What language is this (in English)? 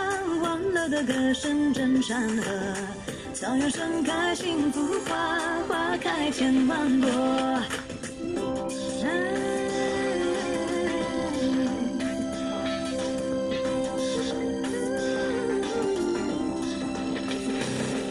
Chinese